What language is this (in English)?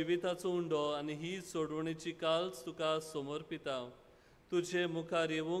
Konkani